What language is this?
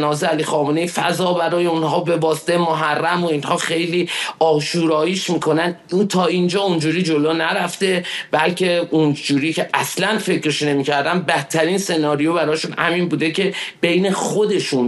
Persian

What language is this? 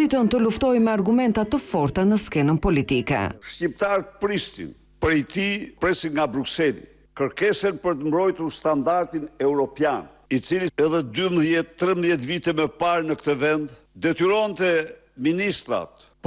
Albanian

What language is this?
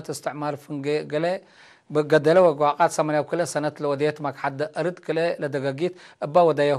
Tigre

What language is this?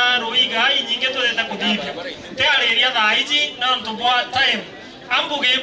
Meru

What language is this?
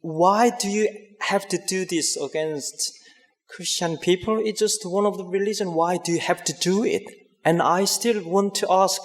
Faroese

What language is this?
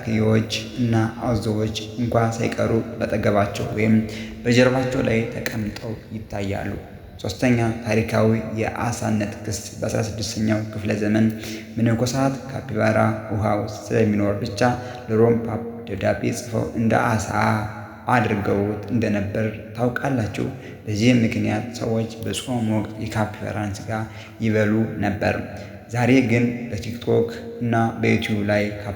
Amharic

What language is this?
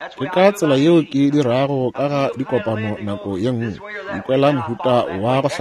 Northern Sotho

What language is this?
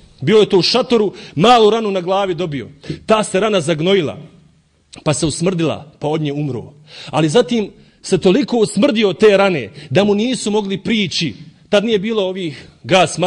Bosnian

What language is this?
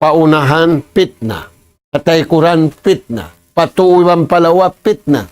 Tausug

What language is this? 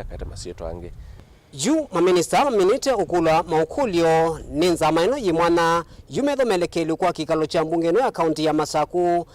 Kamba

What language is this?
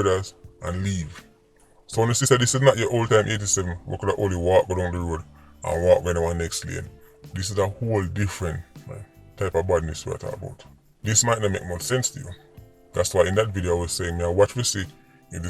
Jamaican Creole English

